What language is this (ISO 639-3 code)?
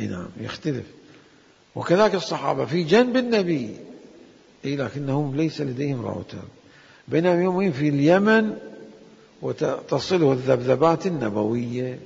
acm